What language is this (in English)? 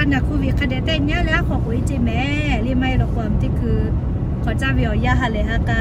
Lahu